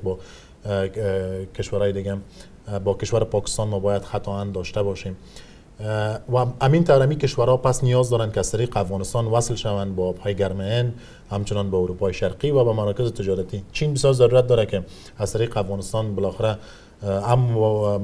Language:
Persian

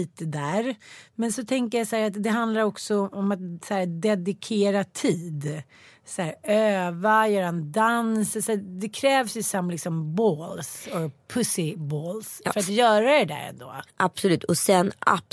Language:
Swedish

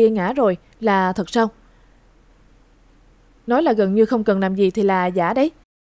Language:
Vietnamese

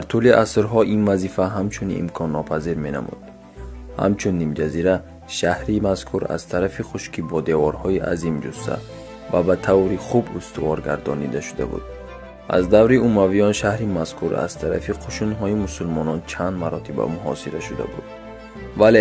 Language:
Tajik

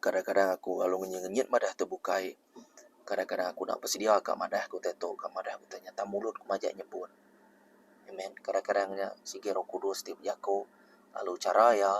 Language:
Iban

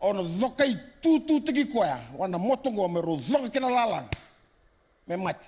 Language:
Fijian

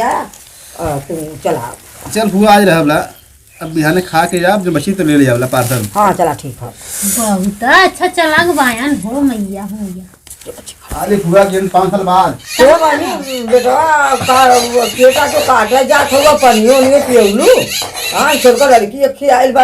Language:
Awadhi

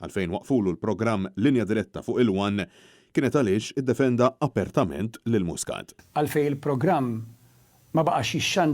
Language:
Maltese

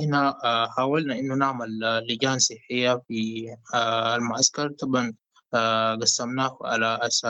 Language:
Sudanese Arabic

